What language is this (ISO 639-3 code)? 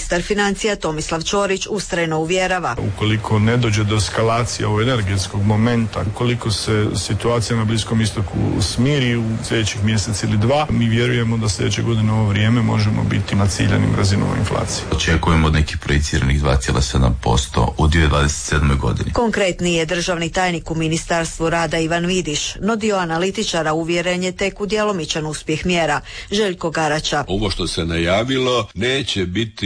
hrv